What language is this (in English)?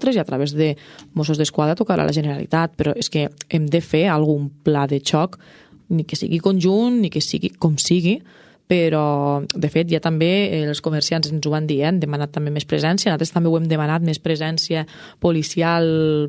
Catalan